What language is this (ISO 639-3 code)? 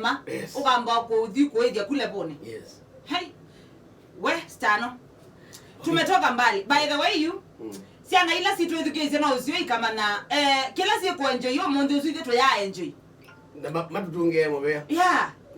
kam